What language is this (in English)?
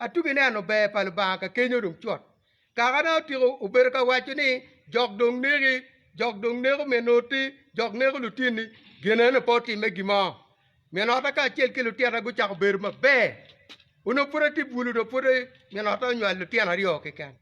Acoli